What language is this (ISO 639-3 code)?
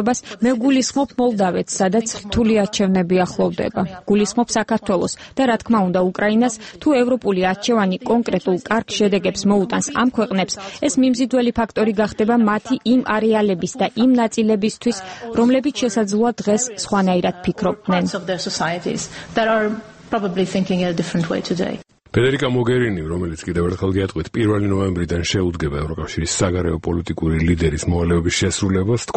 kat